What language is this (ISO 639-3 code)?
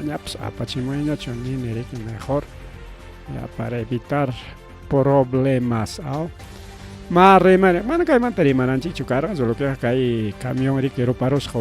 quy